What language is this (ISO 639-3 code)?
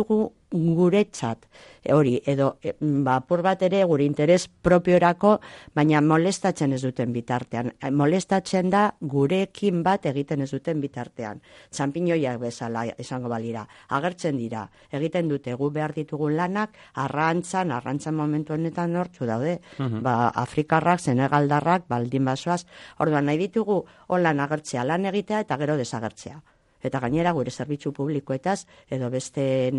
eus